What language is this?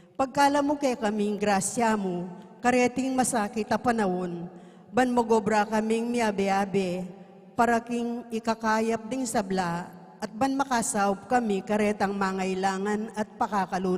Pampanga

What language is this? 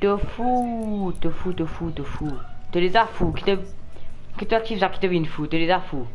Morisyen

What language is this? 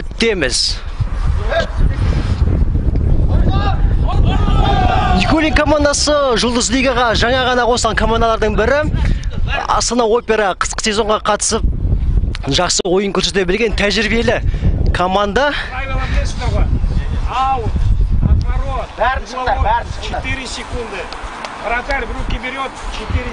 Kazakh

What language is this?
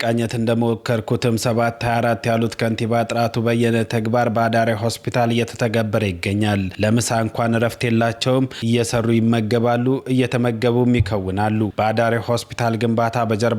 Amharic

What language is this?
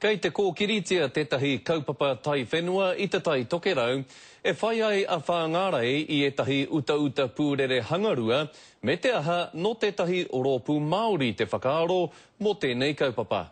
Māori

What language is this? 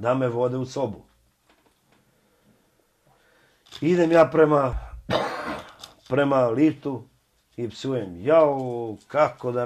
Croatian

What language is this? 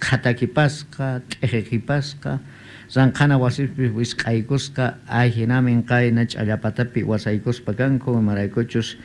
South Bolivian Quechua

